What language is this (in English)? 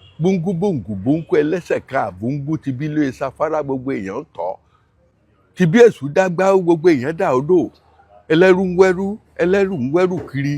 Yoruba